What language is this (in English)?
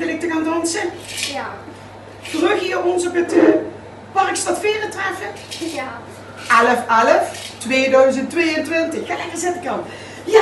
Limburgish